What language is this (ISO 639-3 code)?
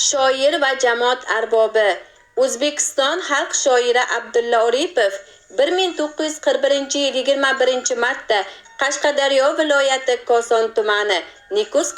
uzb